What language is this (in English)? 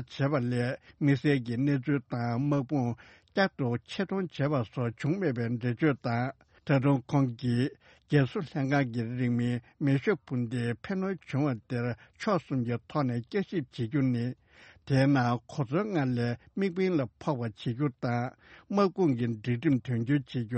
Tibetan